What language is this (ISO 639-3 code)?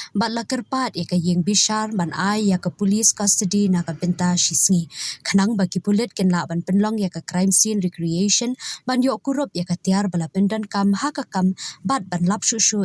kha